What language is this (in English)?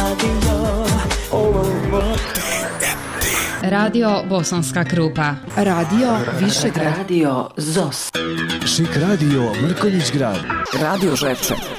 Bosnian